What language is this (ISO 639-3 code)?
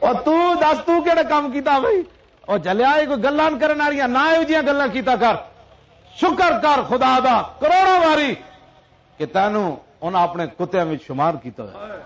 lah